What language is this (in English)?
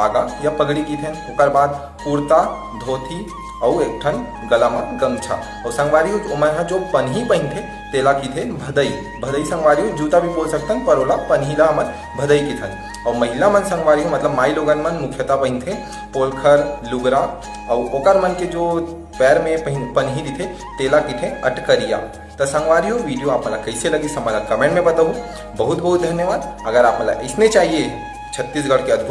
Chhattisgarhi